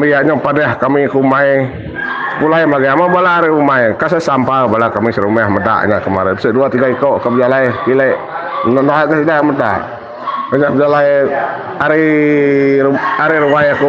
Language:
Iban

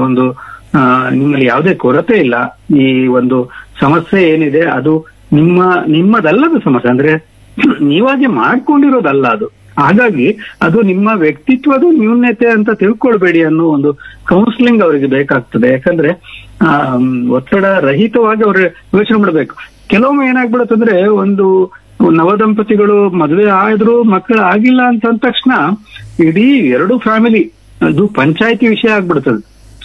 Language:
Kannada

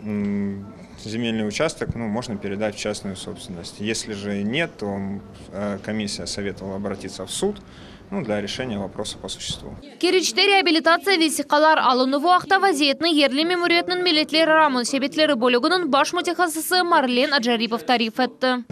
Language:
Crimean Tatar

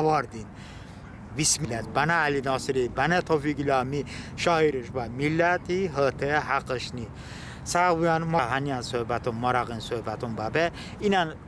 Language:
Talysh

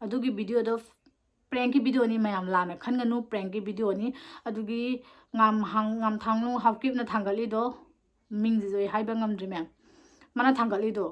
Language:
Manipuri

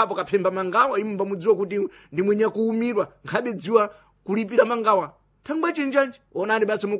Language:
Sena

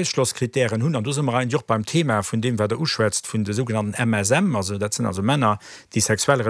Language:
Luxembourgish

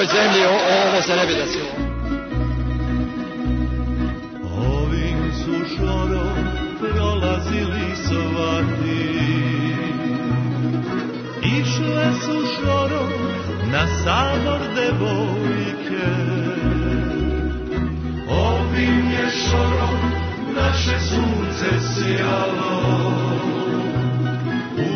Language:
Serbian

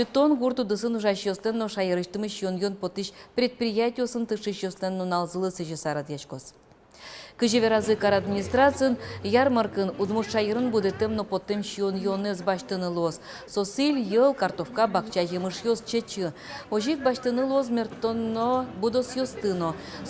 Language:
Udmurt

